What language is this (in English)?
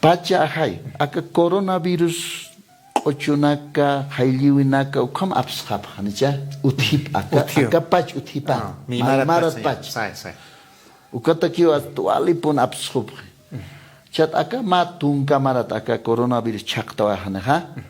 Aymara